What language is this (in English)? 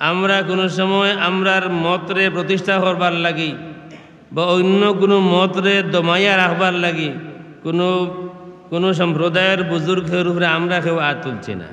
Sylheti